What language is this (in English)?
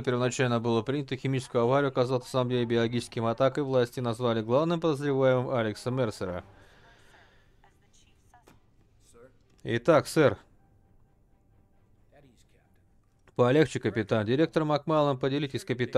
Russian